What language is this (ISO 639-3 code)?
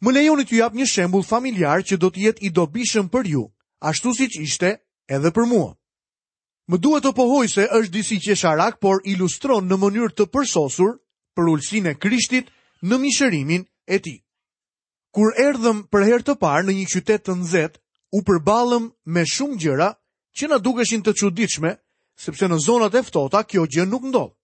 sqi